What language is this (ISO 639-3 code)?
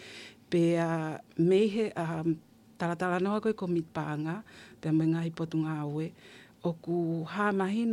ton